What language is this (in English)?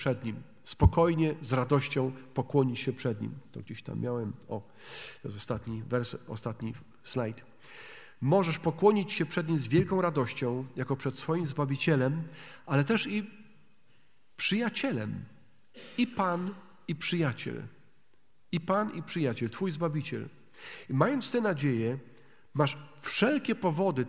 Polish